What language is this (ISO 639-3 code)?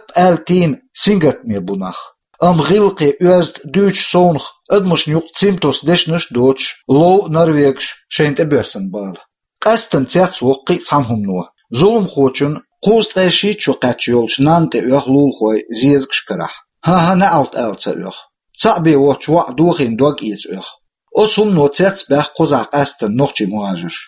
che